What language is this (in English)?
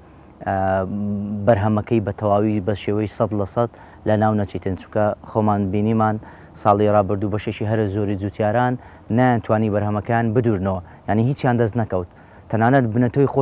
Central Kurdish